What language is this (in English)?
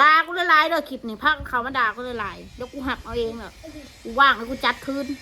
Northeastern Thai